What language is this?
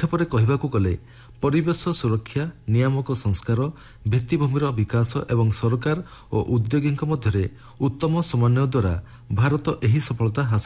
Odia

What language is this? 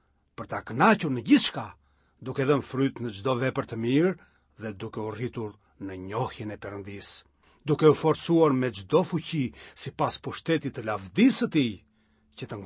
Albanian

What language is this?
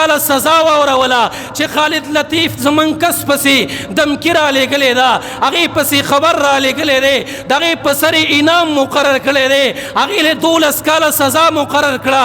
Pashto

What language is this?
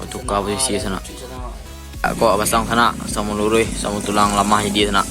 Minangkabau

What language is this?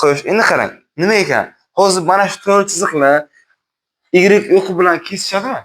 Uzbek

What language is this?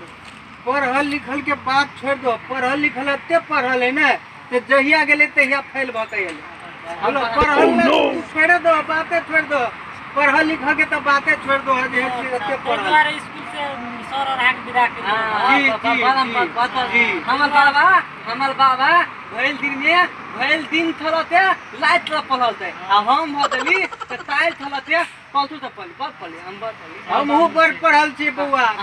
Maithili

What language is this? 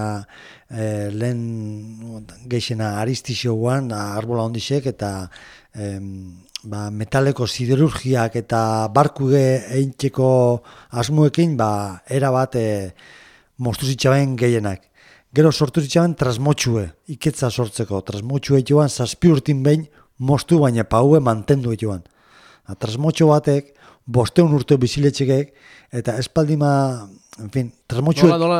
Basque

